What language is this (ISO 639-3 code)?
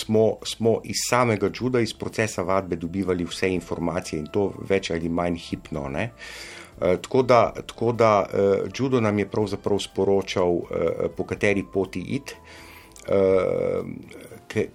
slv